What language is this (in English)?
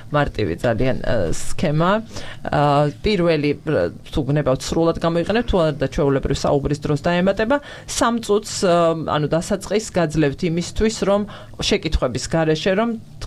Georgian